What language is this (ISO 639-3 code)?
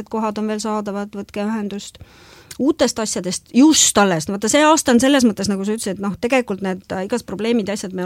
est